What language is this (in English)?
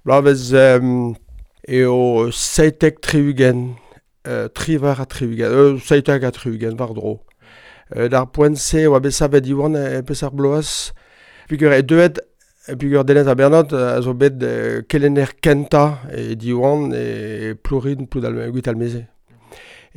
Breton